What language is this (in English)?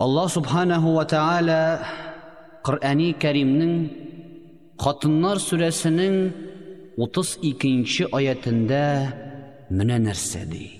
Tatar